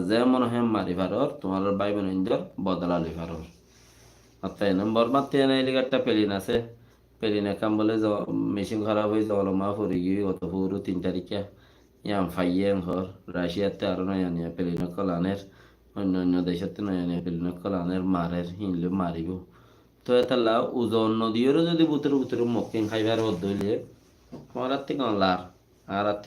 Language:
Rohingya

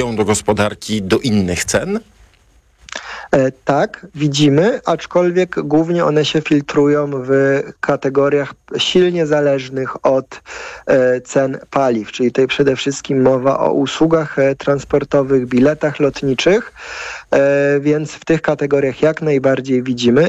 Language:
Polish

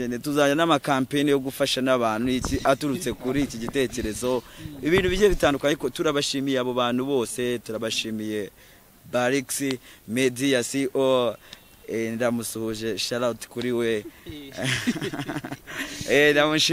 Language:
Kinyarwanda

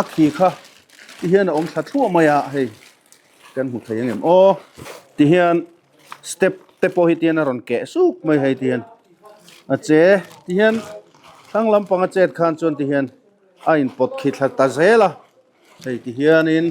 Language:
Mizo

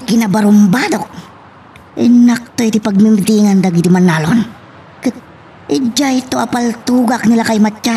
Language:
Iloko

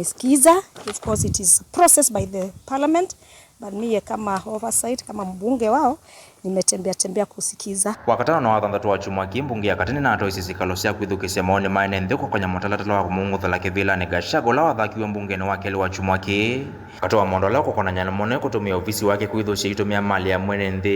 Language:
Kamba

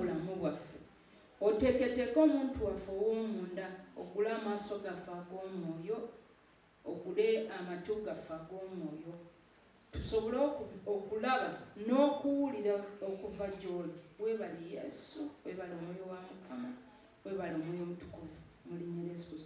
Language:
Ganda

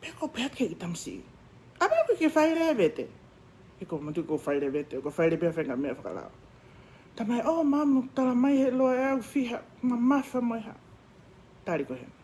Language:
Tongan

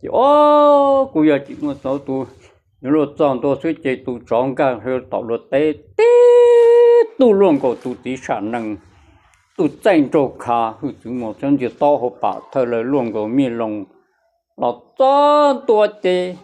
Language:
Hmong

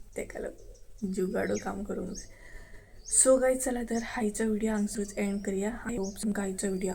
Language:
Konkani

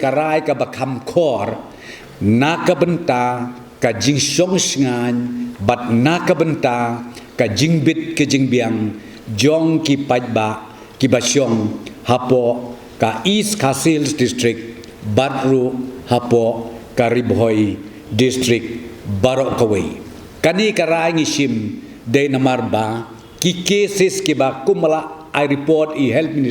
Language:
Khasi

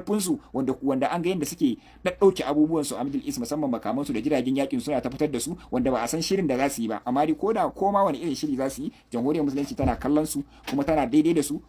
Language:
Hausa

